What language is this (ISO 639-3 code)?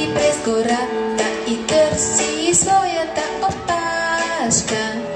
bul